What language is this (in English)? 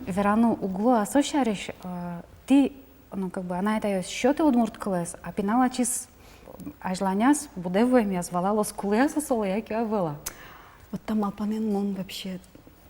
Udmurt